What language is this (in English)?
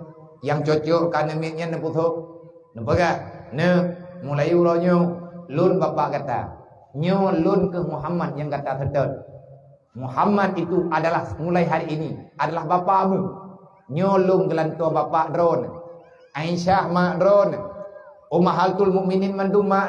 Achinese